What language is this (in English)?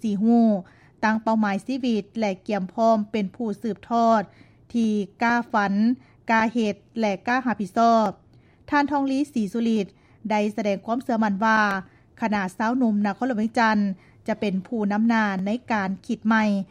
Lao